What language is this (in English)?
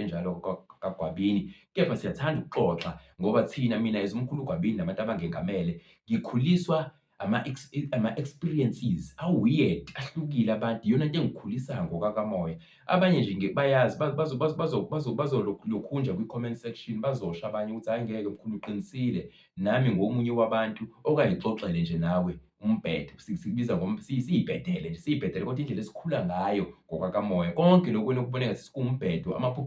Zulu